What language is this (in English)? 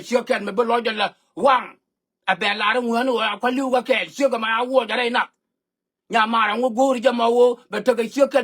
Nuer